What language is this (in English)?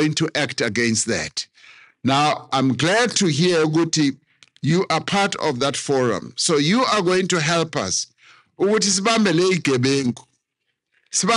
Zulu